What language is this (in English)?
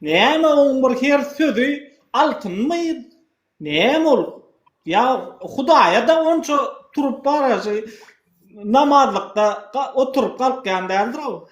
Turkmen